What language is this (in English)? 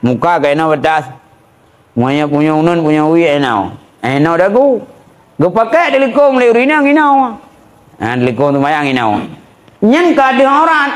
Achinese